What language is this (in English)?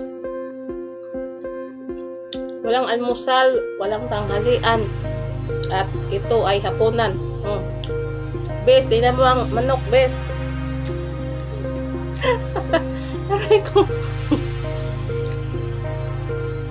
Filipino